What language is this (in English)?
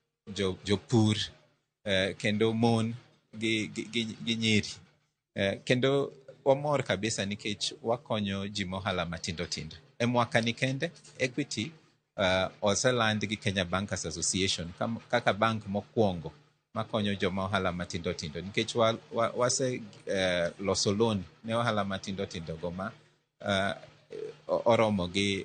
Luo (Kenya and Tanzania)